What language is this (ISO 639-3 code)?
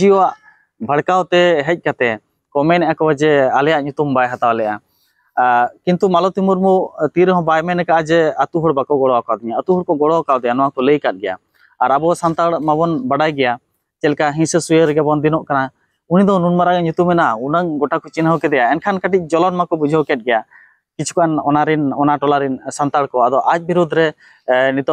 sat